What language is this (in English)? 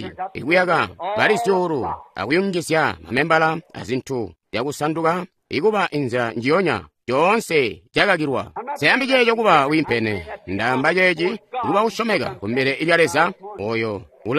Tonga (Zambia)